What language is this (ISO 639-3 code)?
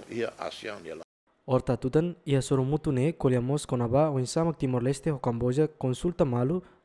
tet